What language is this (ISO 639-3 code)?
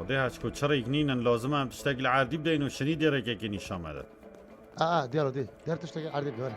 kur